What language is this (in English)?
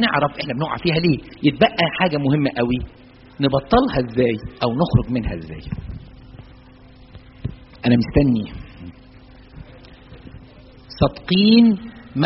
Egyptian Arabic